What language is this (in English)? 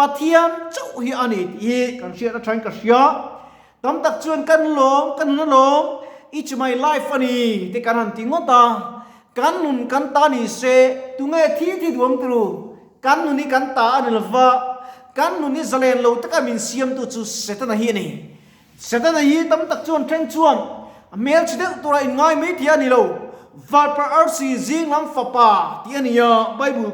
Mizo